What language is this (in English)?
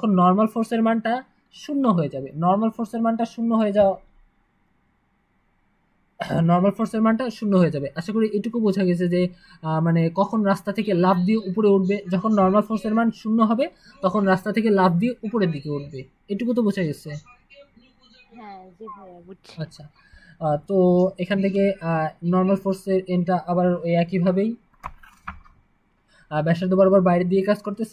Bangla